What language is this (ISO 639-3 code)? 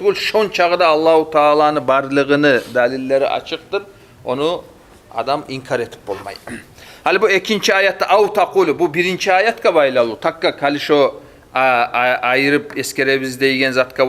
kum